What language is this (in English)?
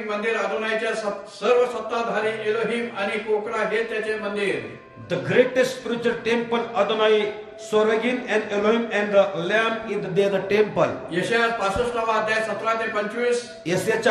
Marathi